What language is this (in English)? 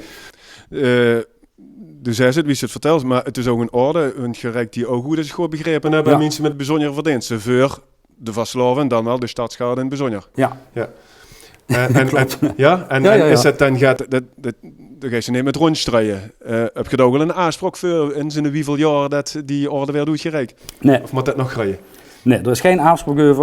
Limburgish